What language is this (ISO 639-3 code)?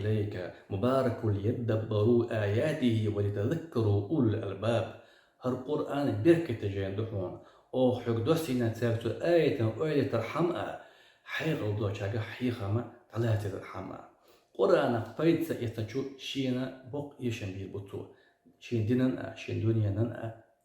che